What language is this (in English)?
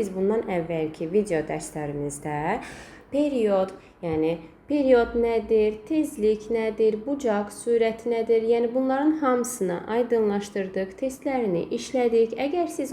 Azerbaijani